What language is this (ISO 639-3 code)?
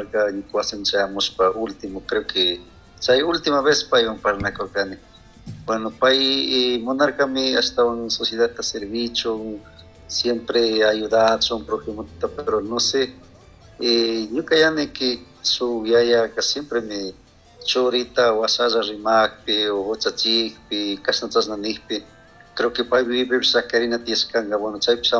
qug